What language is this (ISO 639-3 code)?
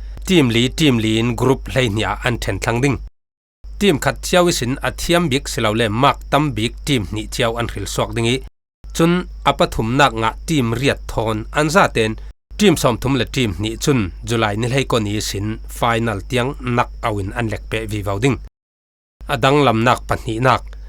cfm